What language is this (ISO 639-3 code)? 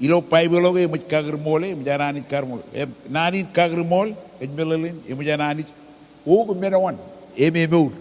mah